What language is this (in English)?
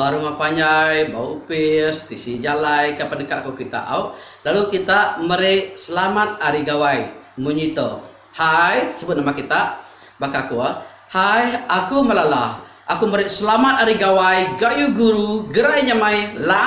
Iban